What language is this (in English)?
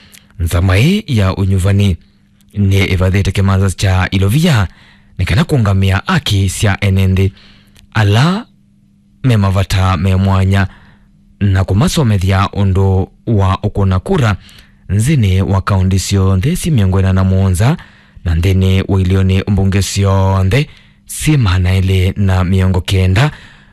Kamba